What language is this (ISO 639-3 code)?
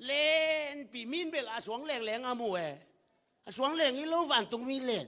ctd